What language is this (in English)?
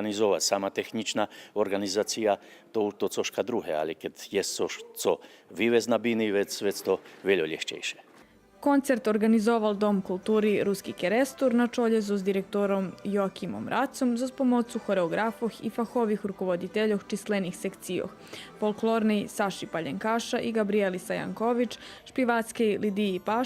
Rusyn